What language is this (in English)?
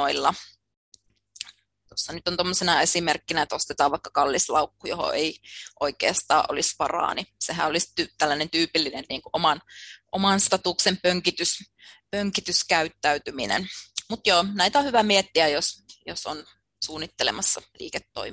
Finnish